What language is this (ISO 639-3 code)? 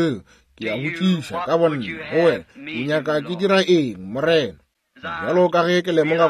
nso